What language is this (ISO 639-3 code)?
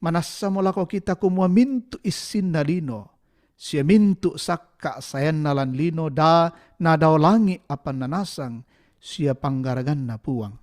sda